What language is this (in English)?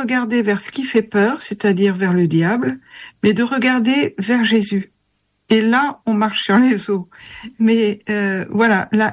French